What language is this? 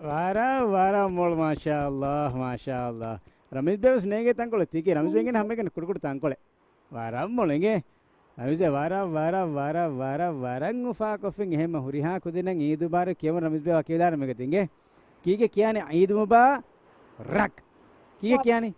Divehi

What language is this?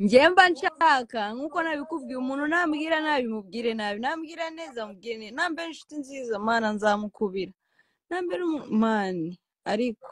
Kinyarwanda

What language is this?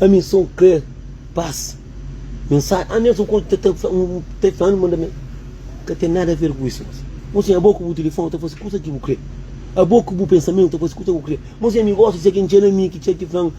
Kabuverdianu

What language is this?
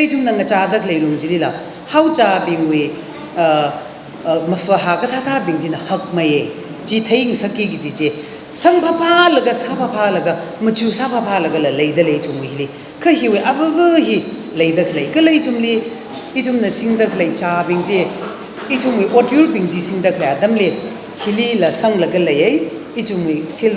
Tangkhul Naga (India)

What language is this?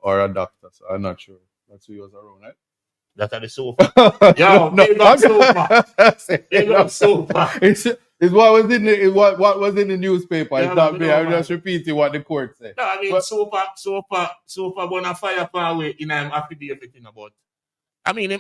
Jamaican Creole English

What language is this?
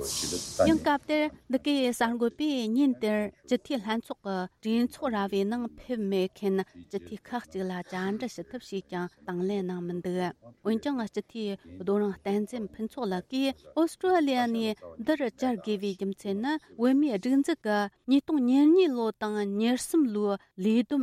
Tibetan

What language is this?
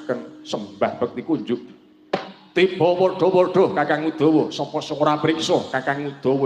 Javanese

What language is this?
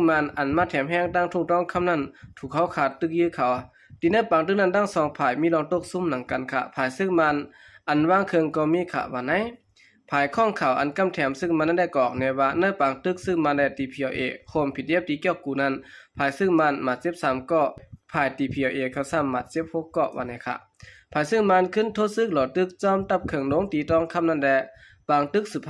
Shan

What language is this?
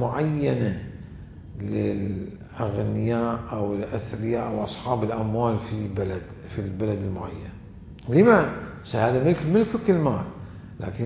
Mesopotamian Arabic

